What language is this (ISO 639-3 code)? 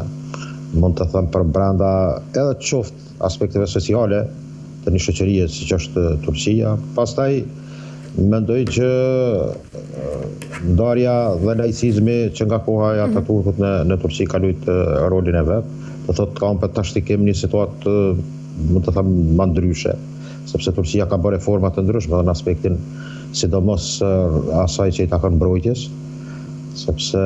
sqi